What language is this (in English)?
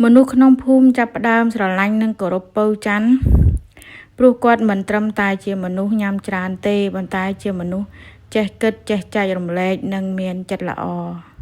Khmer